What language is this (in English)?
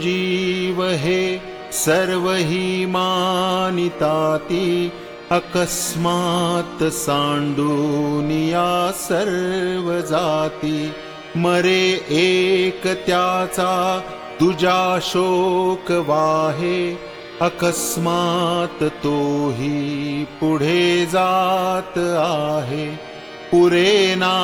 Marathi